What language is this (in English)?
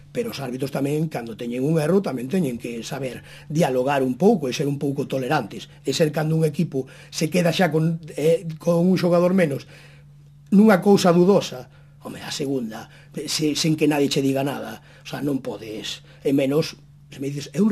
Galician